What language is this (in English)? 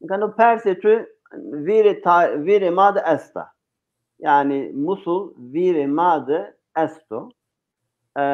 Zaza